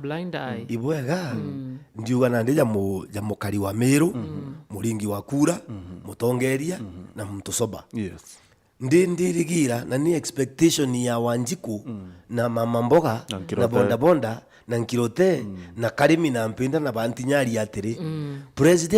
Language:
Meru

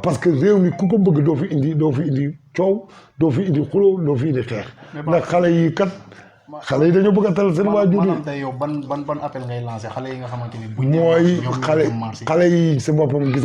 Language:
Wolof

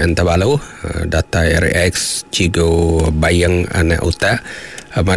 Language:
Iban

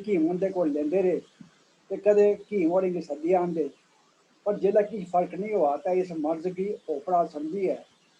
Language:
Dogri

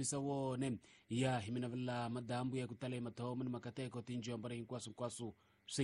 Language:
Tsonga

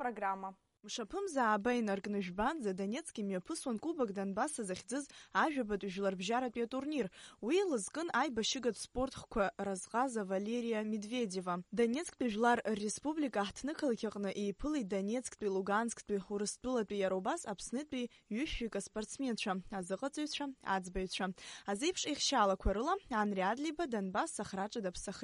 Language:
Abkhazian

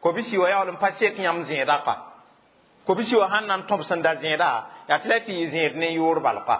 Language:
Mossi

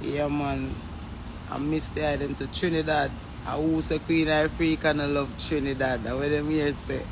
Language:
Jamaican Creole English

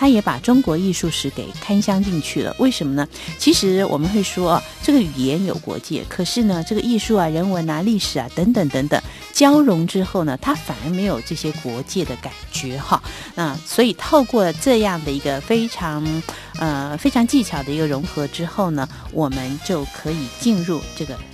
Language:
Chinese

